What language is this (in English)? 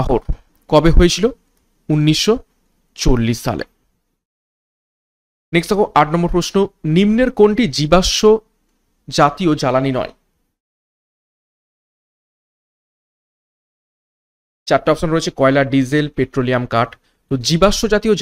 Bangla